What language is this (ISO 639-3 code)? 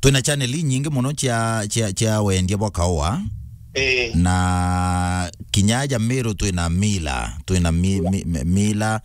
mer